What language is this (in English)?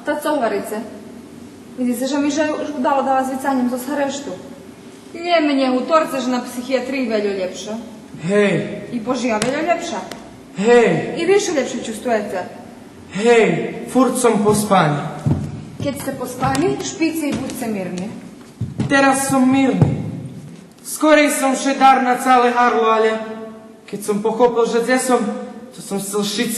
Rusyn